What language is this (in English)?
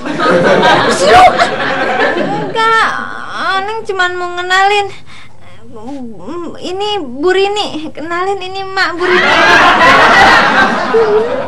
Indonesian